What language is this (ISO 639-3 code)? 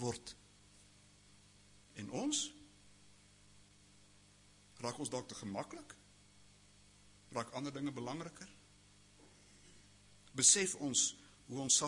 afr